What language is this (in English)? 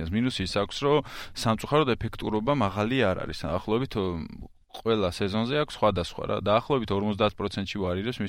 Georgian